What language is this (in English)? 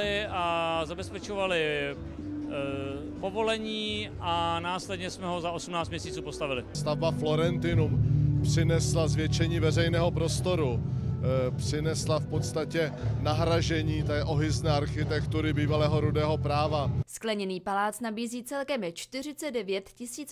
Czech